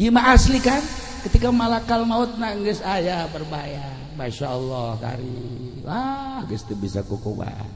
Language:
Sundanese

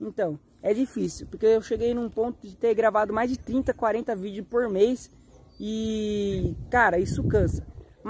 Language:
Portuguese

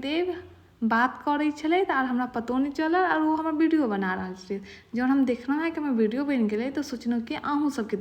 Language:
Maithili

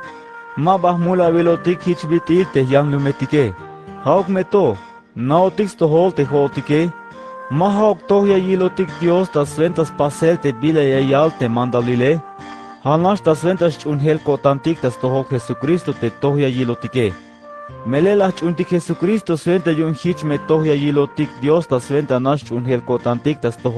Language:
Tzeltal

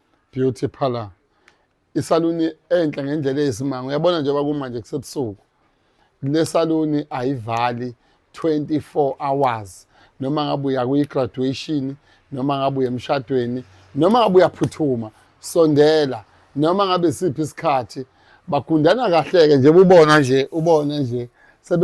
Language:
Zulu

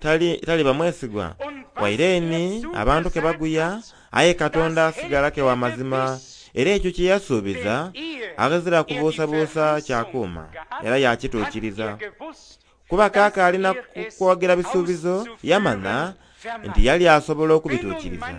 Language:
Soga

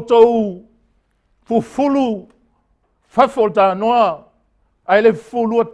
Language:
Samoan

